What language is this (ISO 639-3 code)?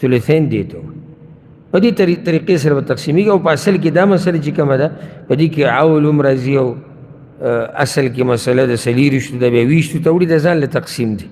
pus